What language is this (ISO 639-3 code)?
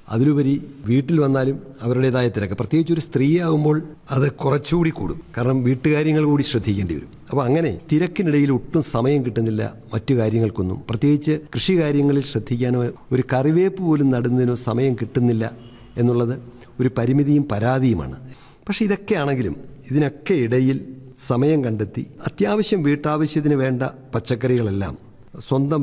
mal